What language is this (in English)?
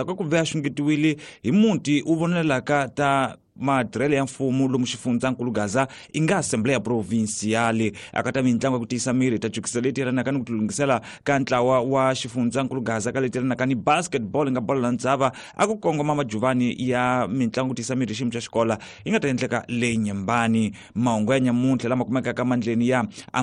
Tsonga